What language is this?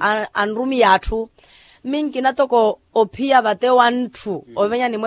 Makhuwa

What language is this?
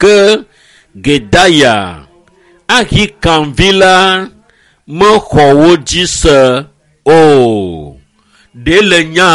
Ewe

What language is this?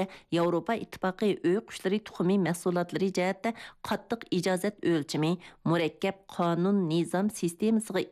Uyghur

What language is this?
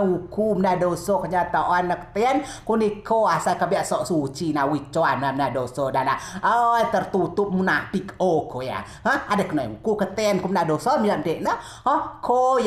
Rejang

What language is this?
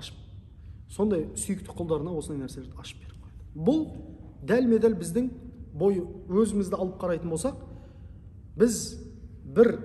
Kazakh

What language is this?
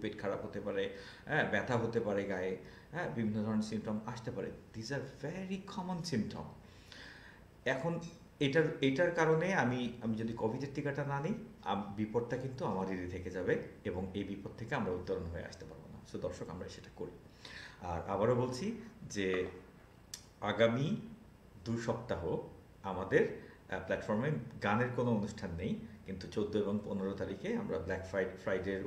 Bangla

